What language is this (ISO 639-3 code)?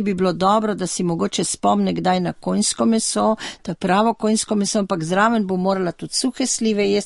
slv